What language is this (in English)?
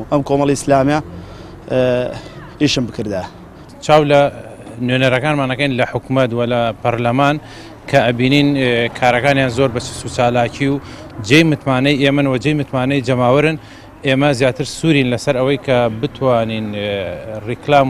Central Kurdish